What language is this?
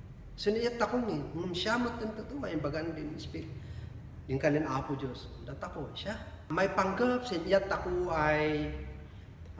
Kankanaey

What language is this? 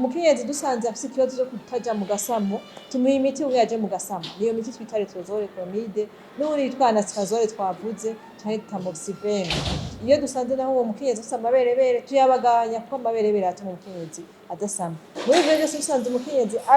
Rundi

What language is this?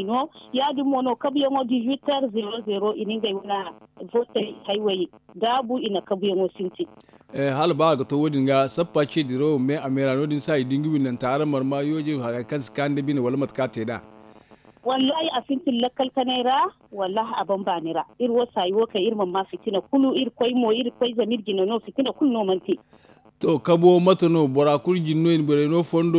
Zarma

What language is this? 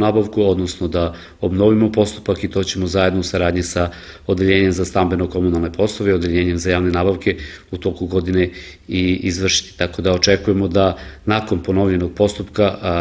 Serbian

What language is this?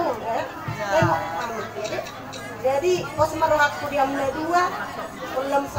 Batak Toba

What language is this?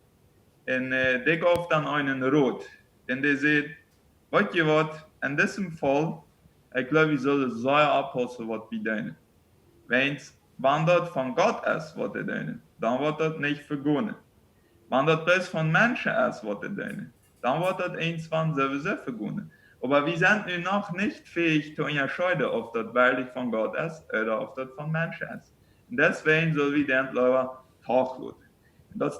Plautdietsch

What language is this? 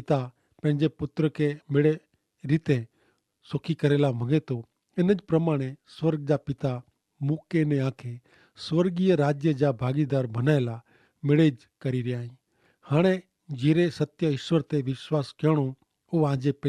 Kachhi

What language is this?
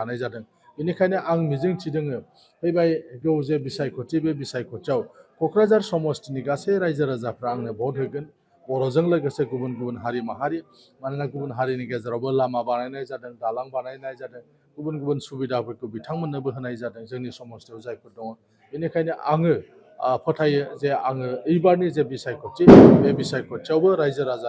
Bodo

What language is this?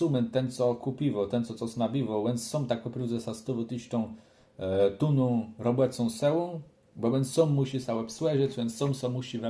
Kashubian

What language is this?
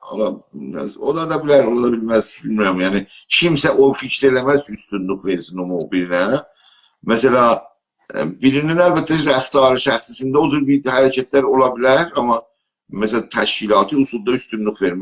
South Azerbaijani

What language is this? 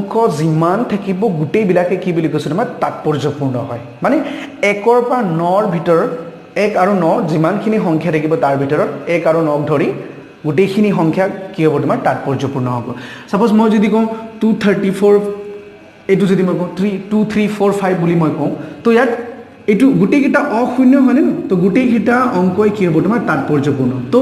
Assamese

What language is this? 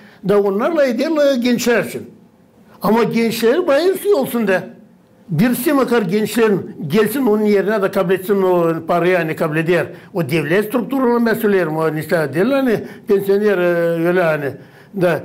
Gagauz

